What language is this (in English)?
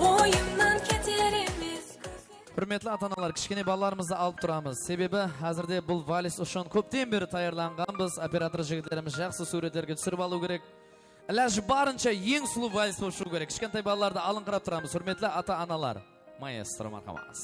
Kara-Kalpak